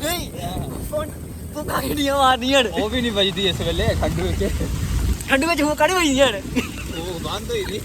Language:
Dogri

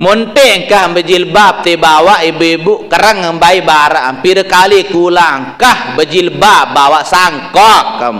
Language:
Sasak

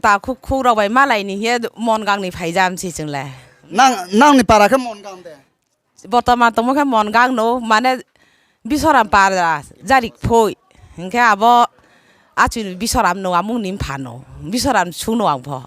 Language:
Riang (India)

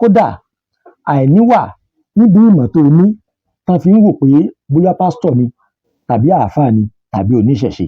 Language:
Yoruba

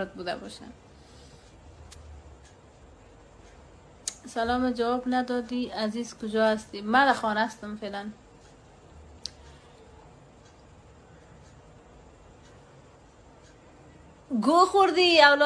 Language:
Persian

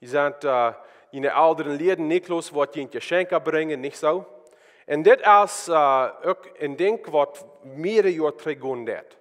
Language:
Plautdietsch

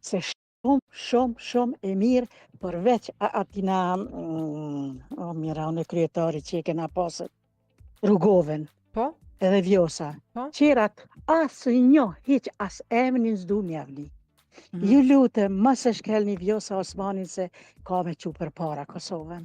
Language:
Albanian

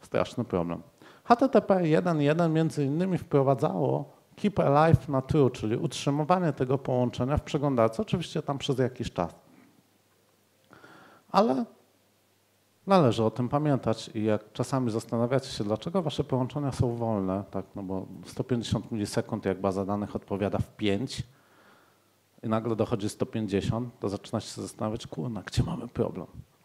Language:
Polish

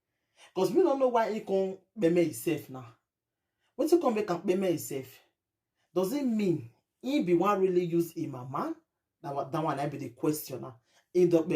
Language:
Nigerian Pidgin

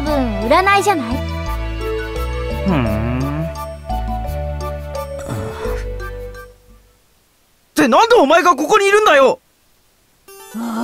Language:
Japanese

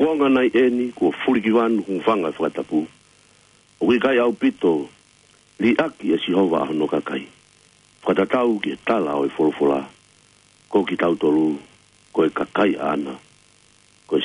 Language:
Tongan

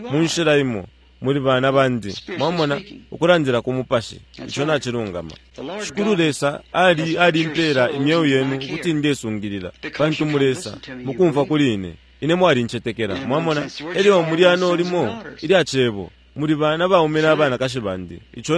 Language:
Bemba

